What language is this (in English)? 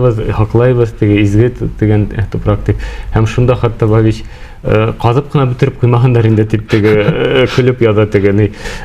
Bashkir